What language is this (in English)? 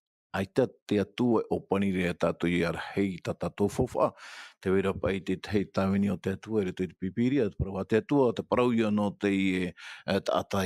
Tahitian